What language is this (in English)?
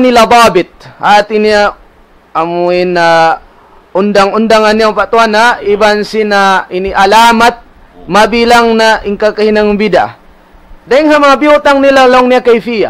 Tausug